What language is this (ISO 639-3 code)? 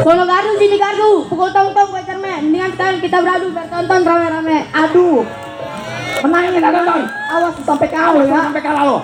bew